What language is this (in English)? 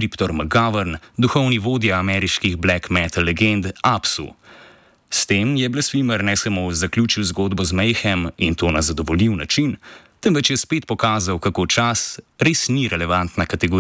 Slovenian